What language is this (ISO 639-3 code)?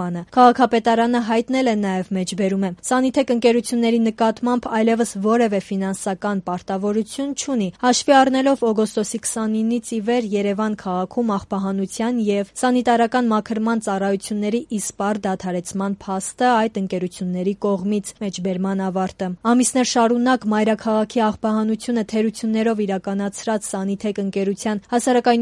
hye